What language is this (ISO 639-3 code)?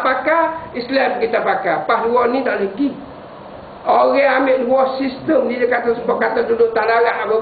msa